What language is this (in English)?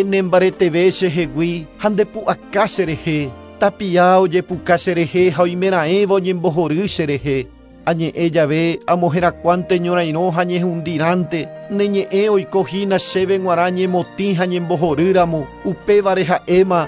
Guarani